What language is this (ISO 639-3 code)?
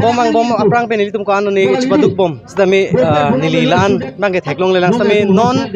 mjw